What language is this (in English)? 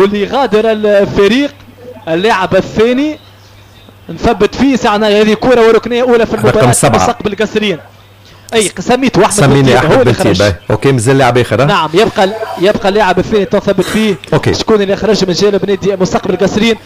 Tunisian Arabic